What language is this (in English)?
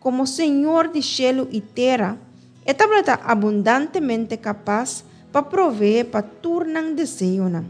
Papiamento